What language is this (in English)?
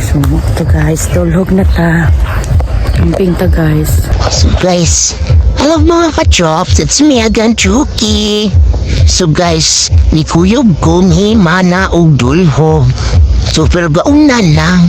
Cebuano